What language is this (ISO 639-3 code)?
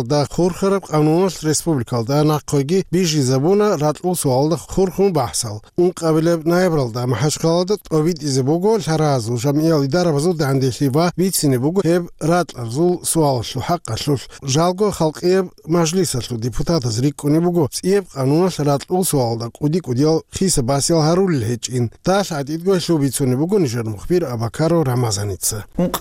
ava